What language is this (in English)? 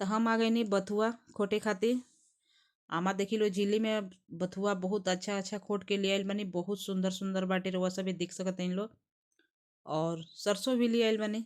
Bhojpuri